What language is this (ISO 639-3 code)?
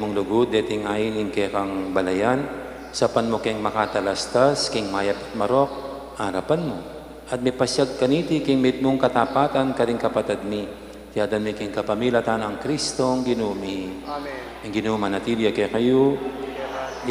pam